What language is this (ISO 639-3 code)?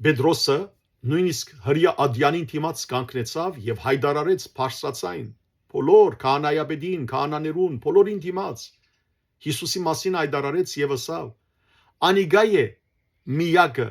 hyw